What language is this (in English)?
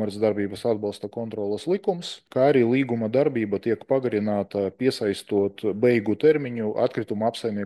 Latvian